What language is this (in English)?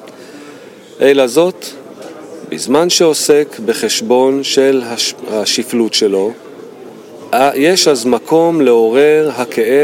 Hebrew